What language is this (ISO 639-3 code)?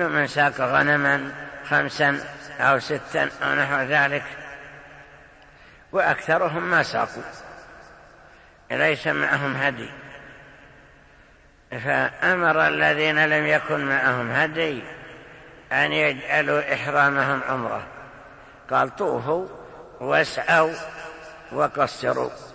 ara